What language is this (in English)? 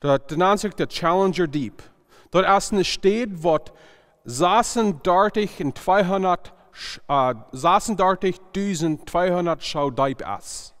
Plautdietsch